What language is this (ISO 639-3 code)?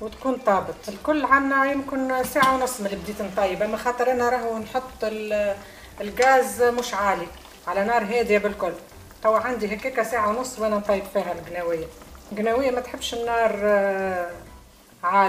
aeb